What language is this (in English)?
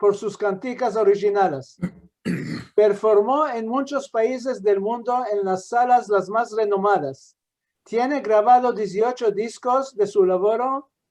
Ladino